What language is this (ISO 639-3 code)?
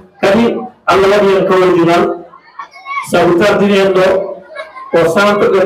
ful